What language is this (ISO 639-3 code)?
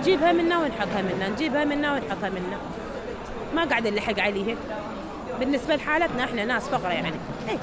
acm